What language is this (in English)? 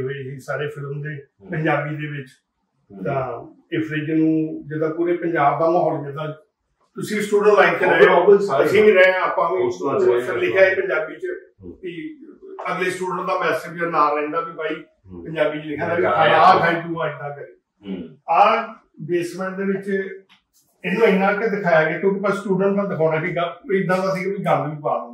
Punjabi